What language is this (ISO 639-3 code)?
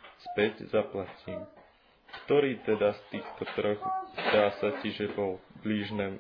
slk